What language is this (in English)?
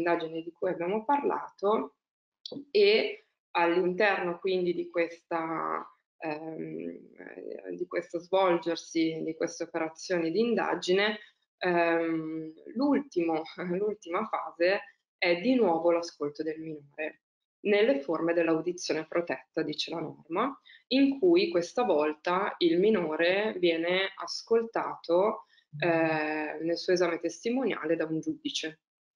Italian